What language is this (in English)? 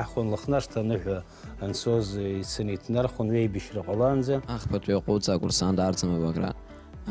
Abkhazian